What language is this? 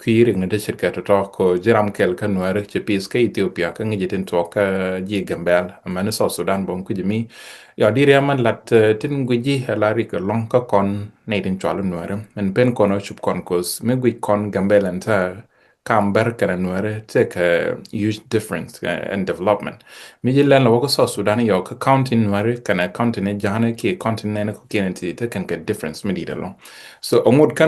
Nuer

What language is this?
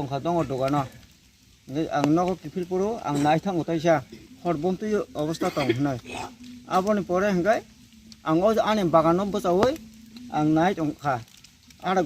Kok Borok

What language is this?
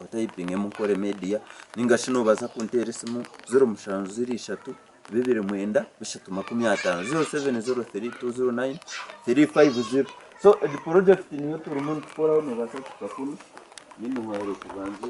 Nyankole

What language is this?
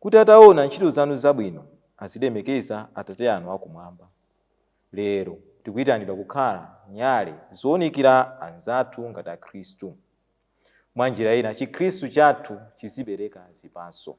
Nyanja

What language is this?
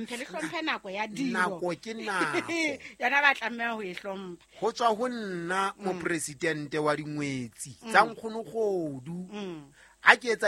Southern Sotho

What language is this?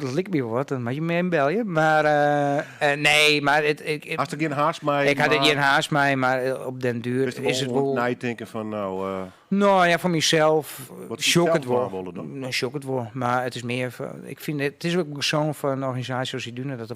Western Frisian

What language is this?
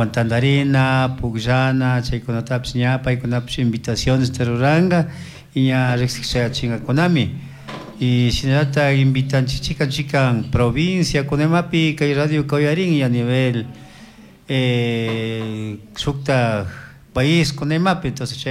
Chimborazo Highland Quichua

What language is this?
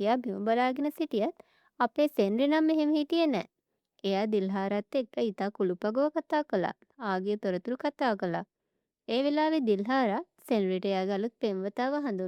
Sinhala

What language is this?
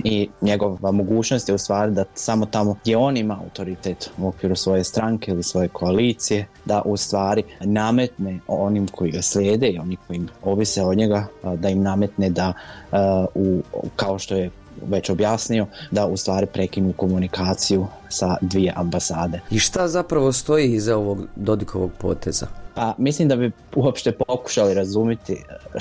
Bosnian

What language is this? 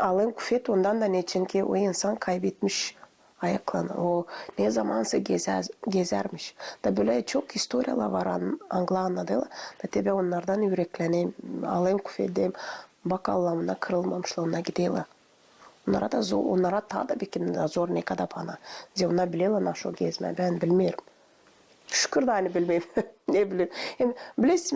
Gagauz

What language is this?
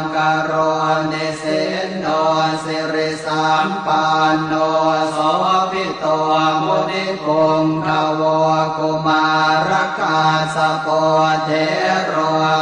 Pali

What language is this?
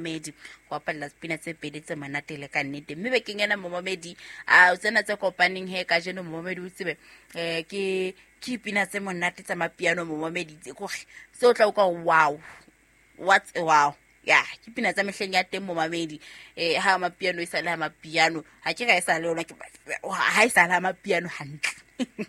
Southern Sotho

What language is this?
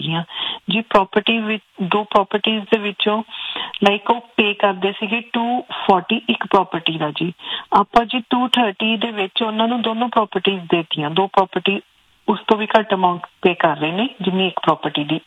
Punjabi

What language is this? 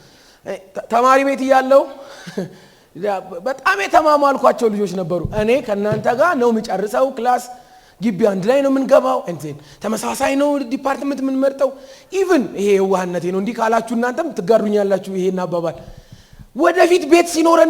Amharic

